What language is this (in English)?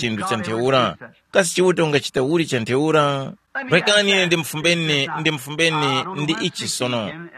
Tumbuka